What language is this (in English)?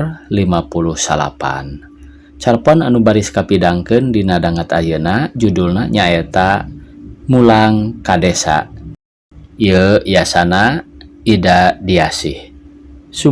Sundanese